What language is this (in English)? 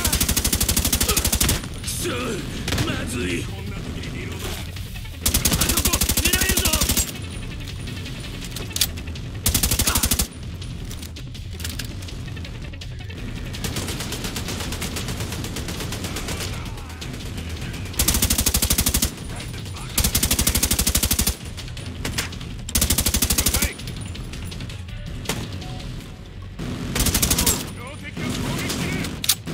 Japanese